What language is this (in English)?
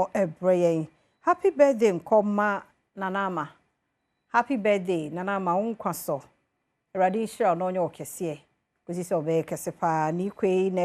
Akan